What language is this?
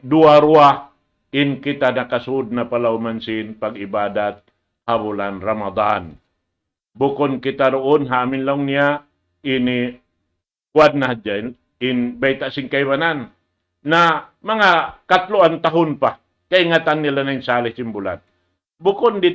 Tausug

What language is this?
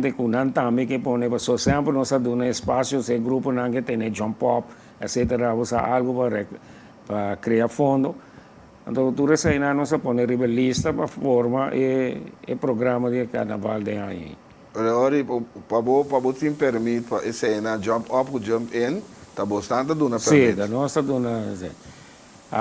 Papiamento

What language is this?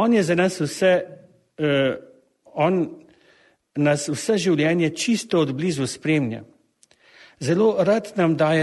Slovenian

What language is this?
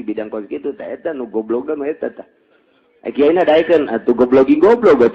Sundanese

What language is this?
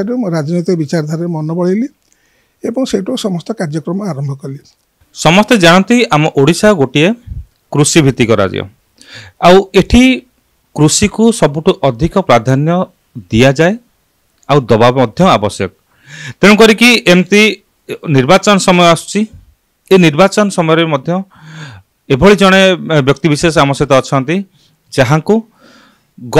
Odia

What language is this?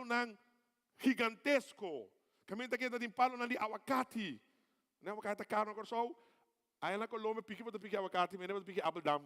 Papiamento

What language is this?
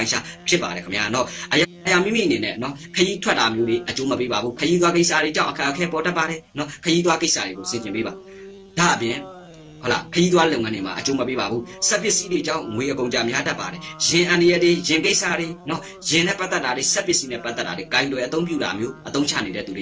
Burmese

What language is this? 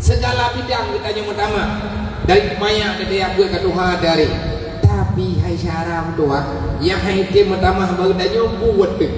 Achinese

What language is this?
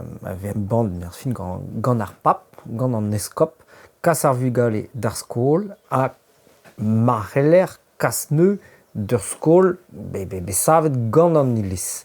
Breton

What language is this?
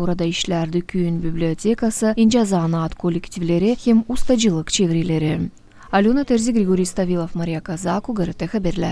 Gagauz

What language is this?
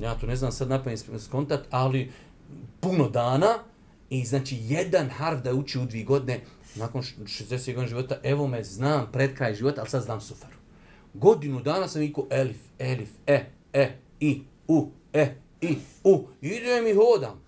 Bosnian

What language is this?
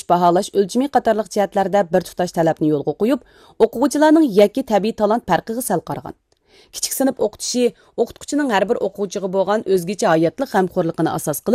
Uyghur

